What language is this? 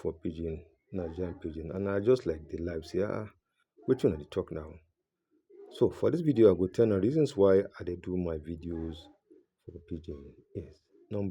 Nigerian Pidgin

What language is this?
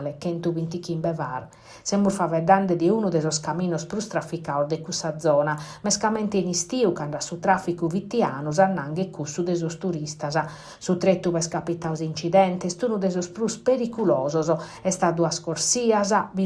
Sardinian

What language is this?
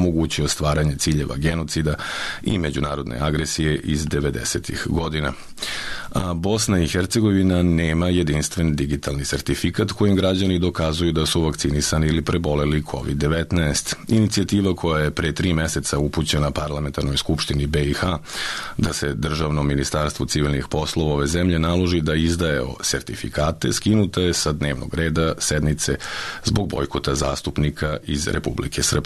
Serbian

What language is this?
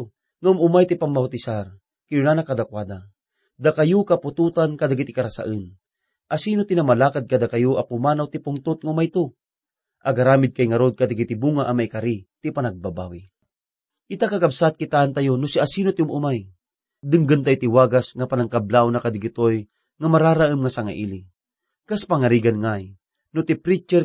Iloko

